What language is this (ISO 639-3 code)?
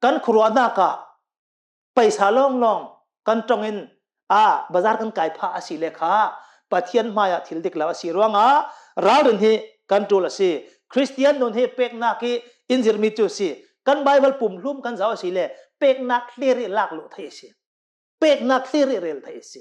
cnh